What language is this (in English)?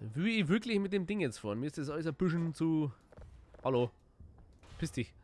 Bavarian